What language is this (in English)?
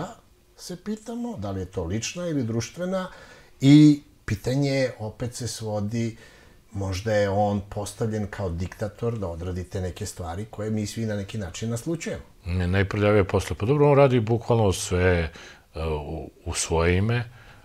Serbian